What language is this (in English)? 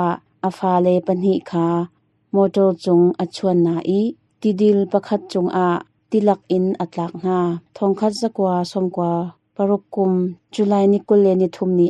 Hakha Chin